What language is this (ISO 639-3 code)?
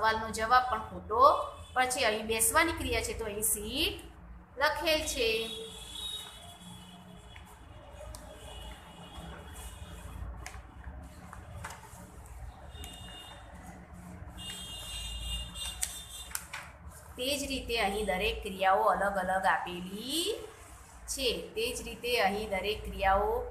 guj